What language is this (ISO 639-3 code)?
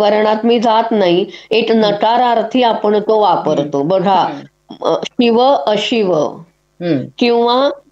mar